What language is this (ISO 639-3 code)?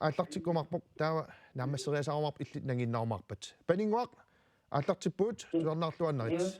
kal